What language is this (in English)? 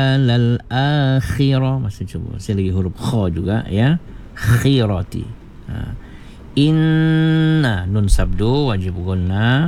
Malay